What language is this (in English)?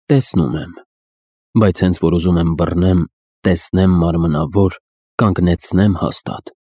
Armenian